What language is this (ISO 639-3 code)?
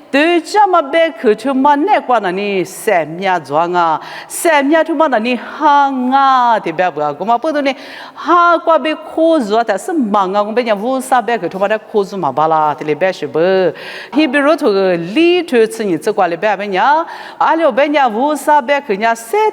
lis